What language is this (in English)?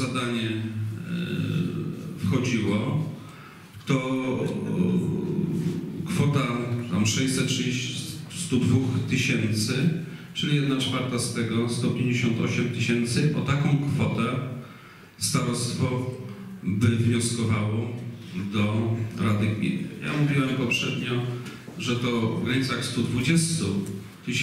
Polish